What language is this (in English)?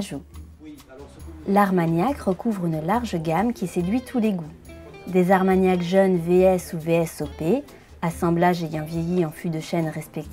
French